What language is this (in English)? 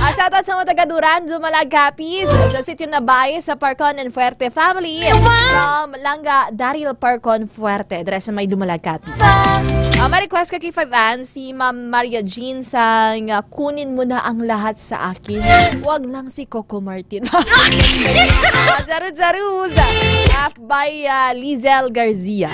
Hiligaynon